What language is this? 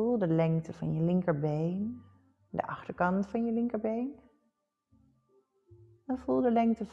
Dutch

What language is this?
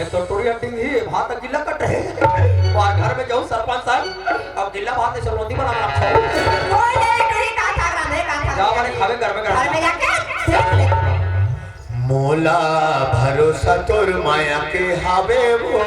Chhattisgarhi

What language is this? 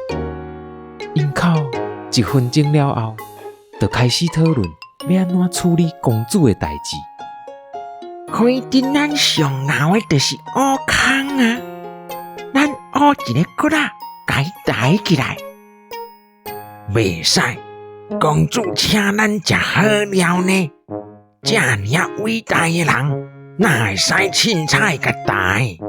Min Nan Chinese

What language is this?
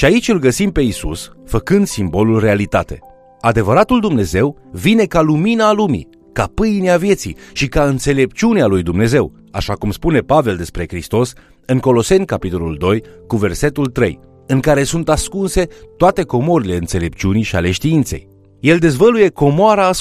Romanian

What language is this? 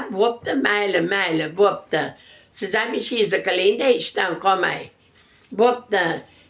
Uzbek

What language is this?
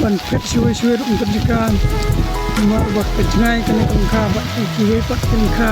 Khasi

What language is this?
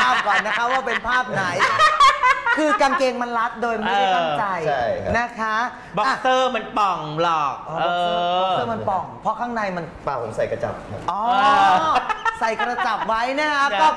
Thai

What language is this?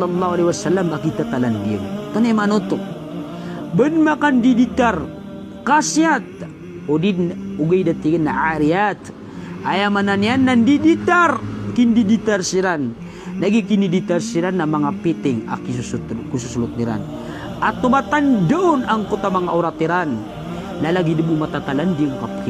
Maranao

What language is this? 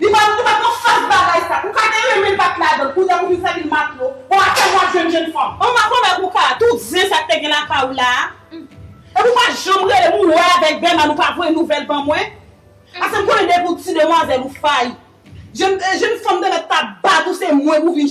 Haitian Creole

